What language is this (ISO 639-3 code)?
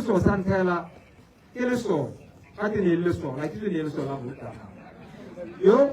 tsn